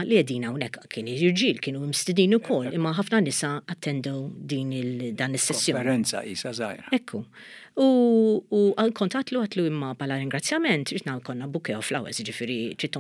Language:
Maltese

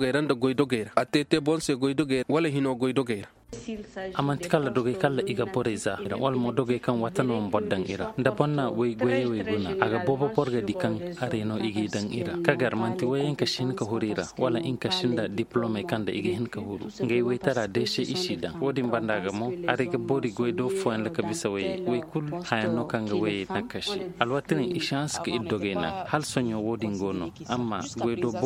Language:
Koyraboro Senni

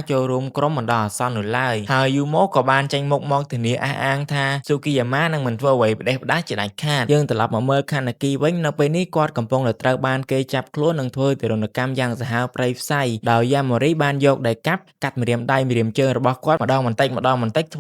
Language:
Khmer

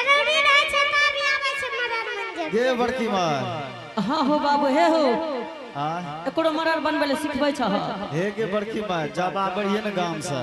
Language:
Angika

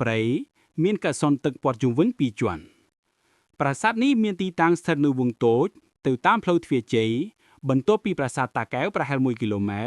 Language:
Khmer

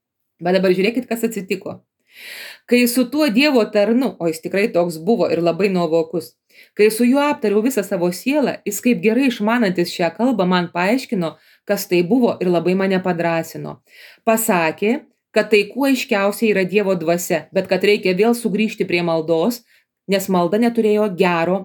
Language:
Lithuanian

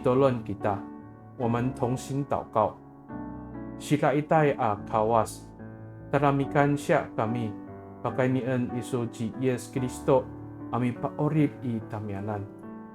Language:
Amis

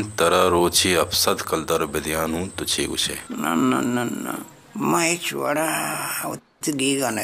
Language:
Baluchi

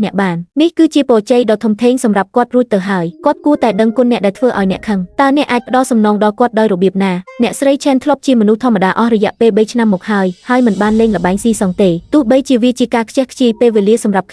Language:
Khmer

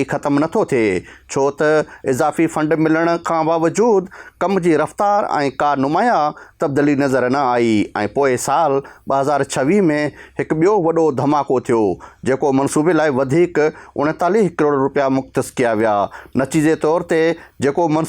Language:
Sindhi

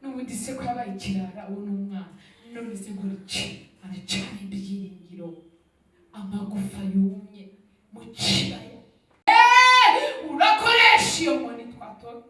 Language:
Kinyarwanda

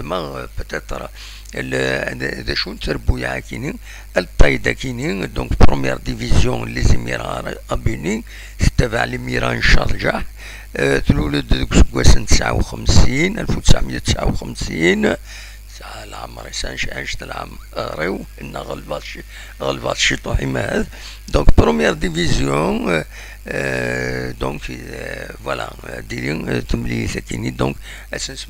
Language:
Kabyle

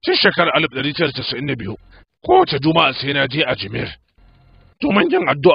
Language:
Hausa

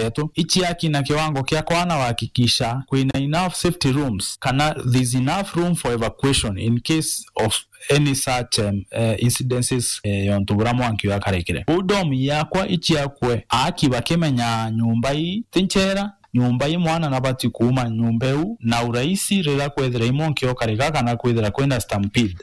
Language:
Meru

